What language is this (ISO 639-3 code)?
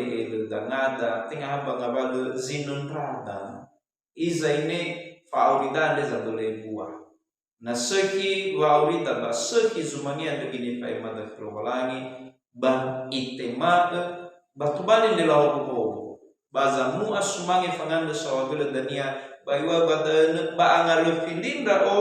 nia